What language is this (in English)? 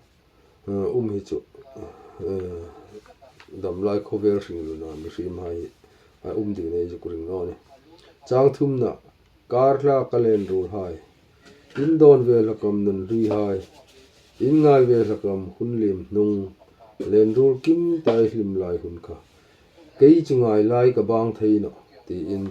Hmar